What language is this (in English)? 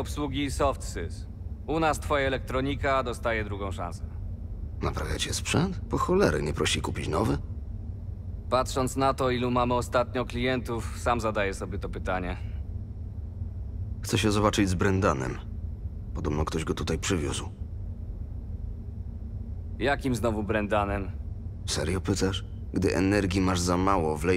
Polish